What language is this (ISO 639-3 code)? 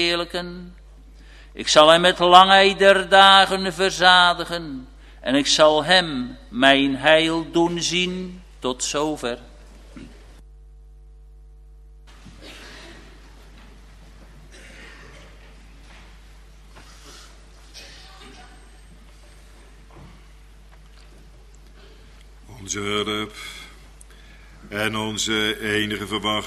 nld